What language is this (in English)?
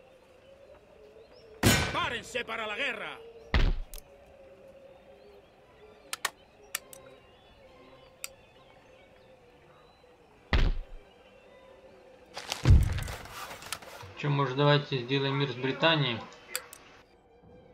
Russian